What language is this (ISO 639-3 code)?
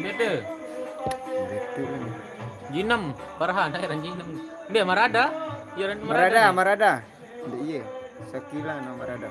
sas